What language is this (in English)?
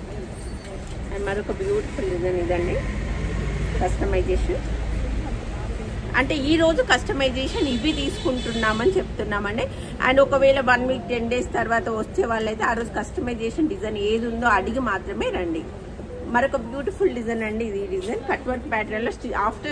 Telugu